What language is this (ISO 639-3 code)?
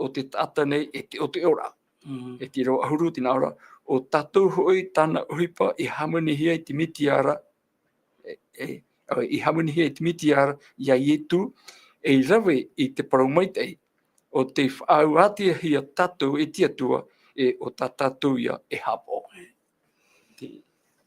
tah